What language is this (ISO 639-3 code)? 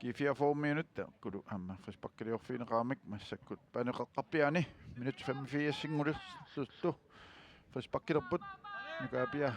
kal